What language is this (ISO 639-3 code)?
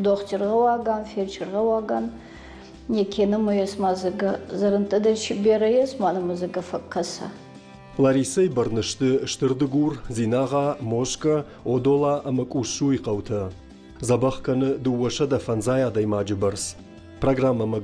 oss